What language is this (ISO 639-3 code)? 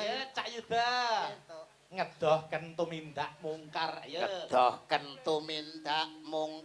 jav